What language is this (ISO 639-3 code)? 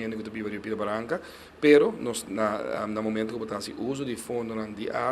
pap